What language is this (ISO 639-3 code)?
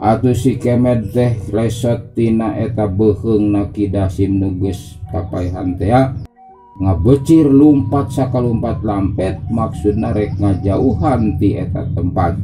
sun